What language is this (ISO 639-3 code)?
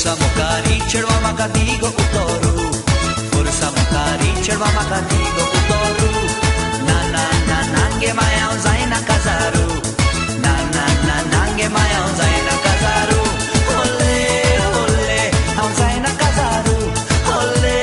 kok